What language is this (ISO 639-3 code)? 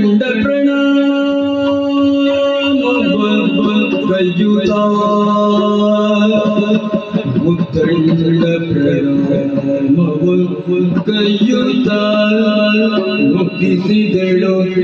kan